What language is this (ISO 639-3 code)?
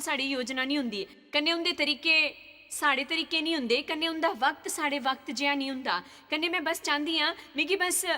doi